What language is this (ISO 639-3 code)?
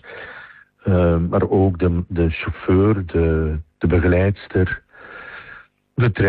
nld